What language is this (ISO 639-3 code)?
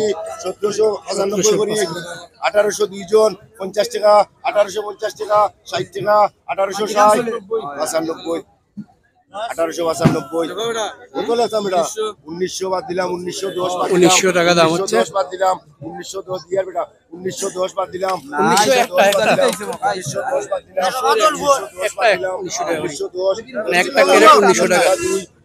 syl